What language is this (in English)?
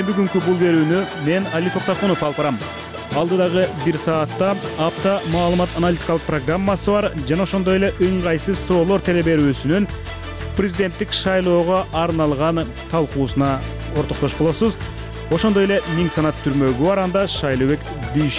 Kyrgyz